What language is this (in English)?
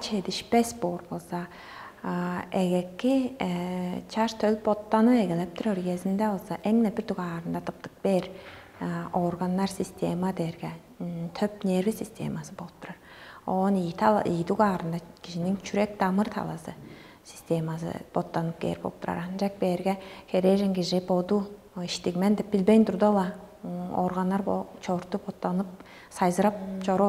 Tuvinian